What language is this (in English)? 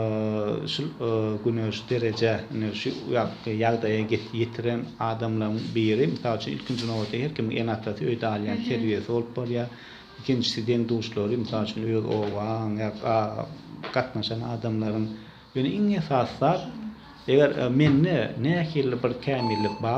Turkmen